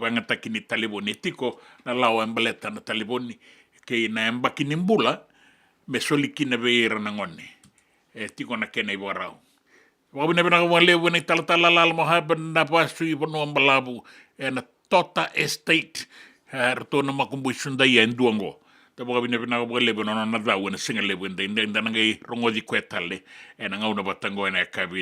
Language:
Fijian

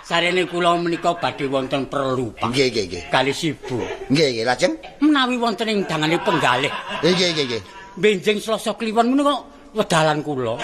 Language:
Javanese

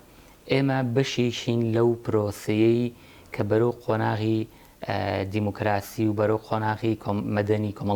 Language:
Central Kurdish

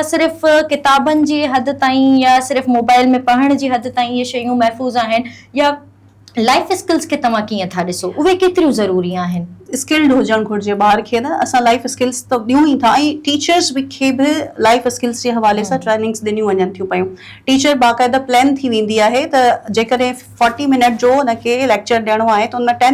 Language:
Sindhi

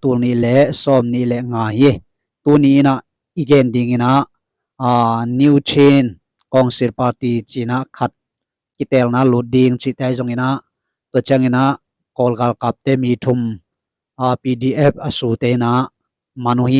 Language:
Tedim Chin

